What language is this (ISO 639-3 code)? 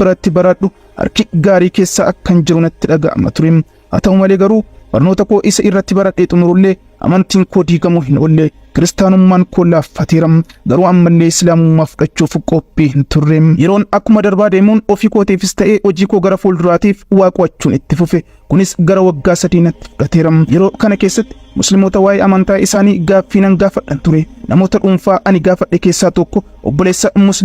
orm